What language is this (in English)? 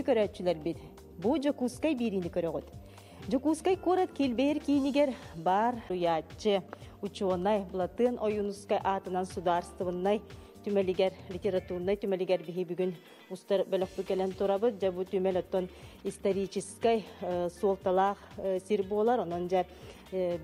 Yakut